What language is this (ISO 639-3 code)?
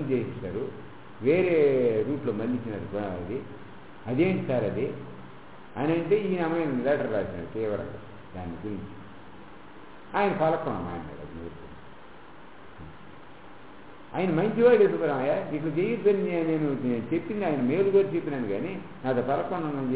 tel